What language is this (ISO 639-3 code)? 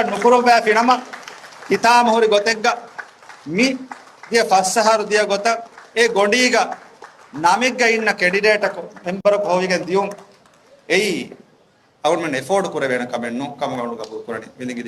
div